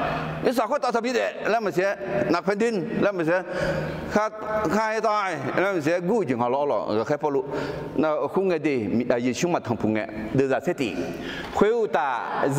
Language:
Akha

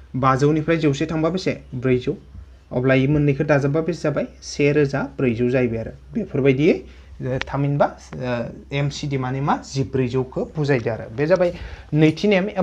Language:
Bodo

